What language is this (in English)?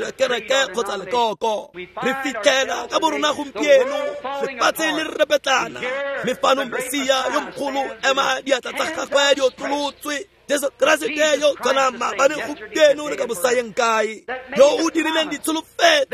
Tswana